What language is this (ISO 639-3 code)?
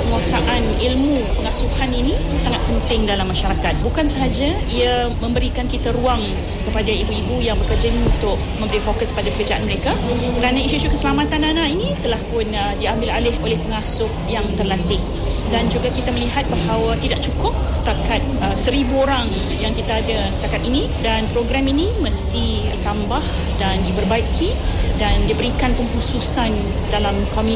msa